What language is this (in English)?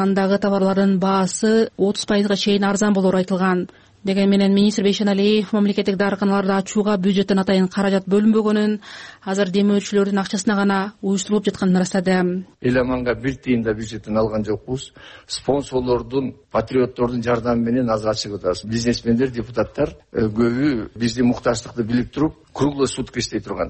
Kyrgyz